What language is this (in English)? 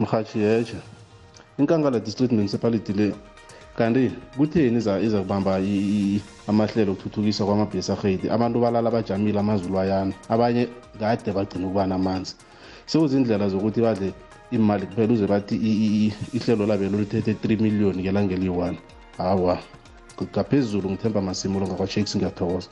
South Ndebele